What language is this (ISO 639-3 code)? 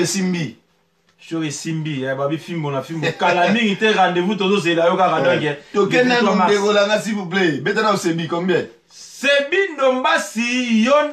lin